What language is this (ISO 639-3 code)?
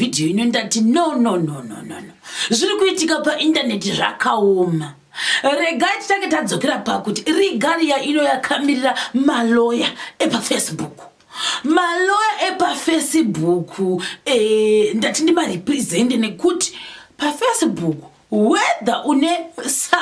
sna